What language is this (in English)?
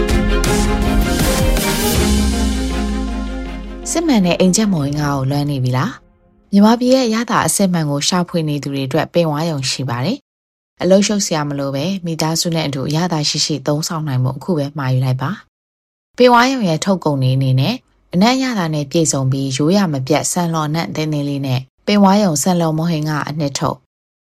Burmese